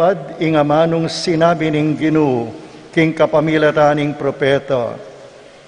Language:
Pampanga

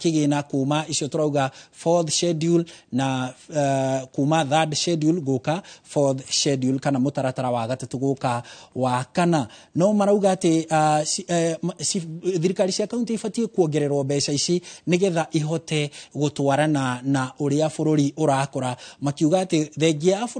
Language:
Kikuyu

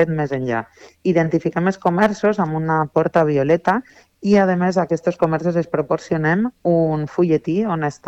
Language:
Catalan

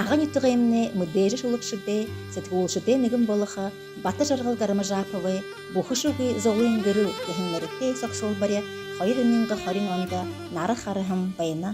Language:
Buriat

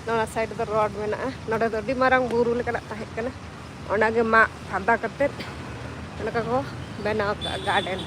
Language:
Santali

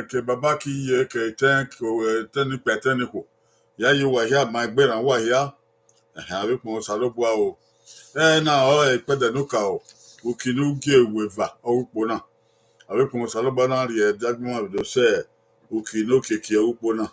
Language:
Bini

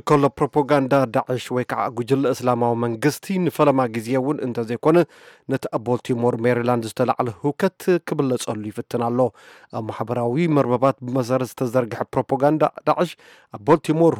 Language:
Tigrinya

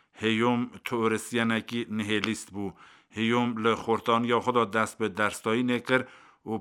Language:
Kurdish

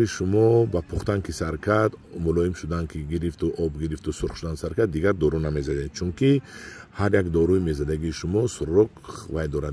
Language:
Tajik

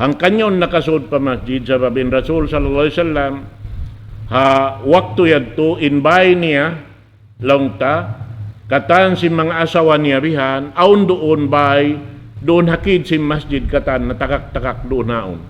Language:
Tausug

